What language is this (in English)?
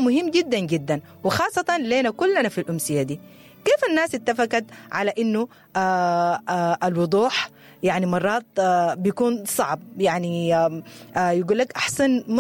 Sudanese Arabic